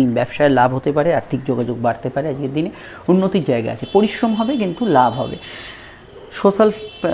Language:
Bangla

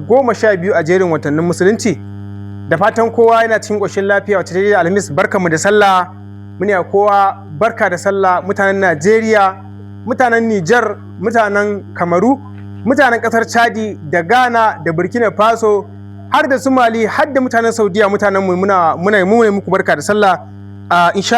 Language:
Hausa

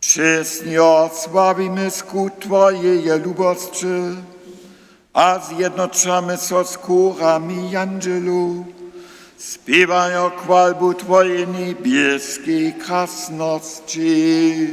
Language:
Upper Sorbian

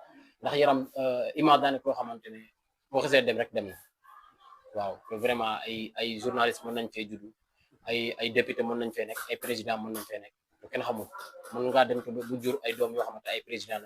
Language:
Wolof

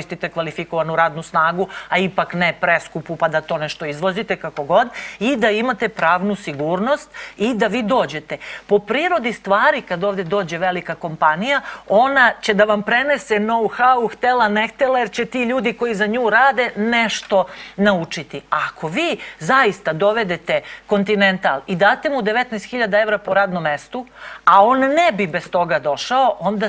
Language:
Serbian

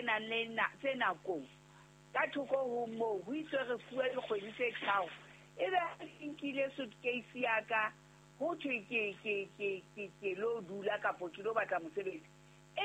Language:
Southern Sotho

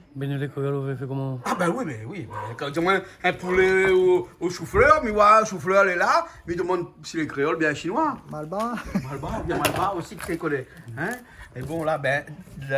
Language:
Réunion Creole French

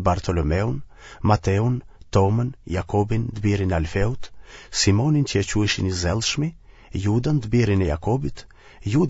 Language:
Albanian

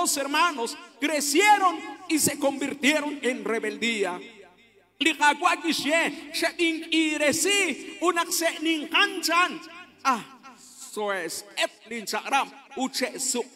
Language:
Kekchí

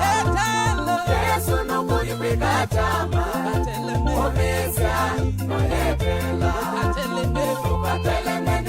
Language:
Kamba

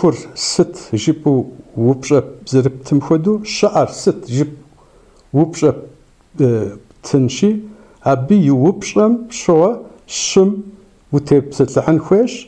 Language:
Kabardian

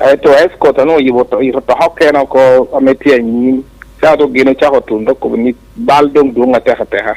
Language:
Acoli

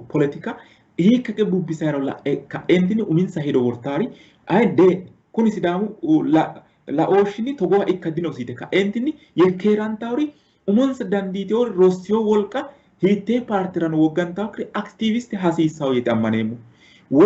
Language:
Sidamo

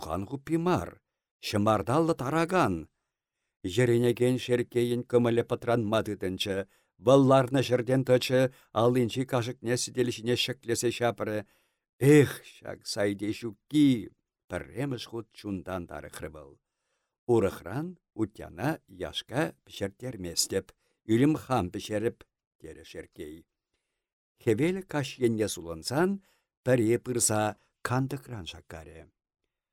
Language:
Chuvash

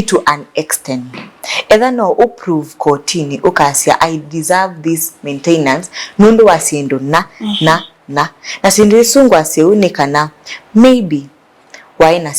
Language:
Kamba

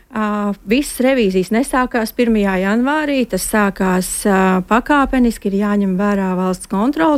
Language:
Latvian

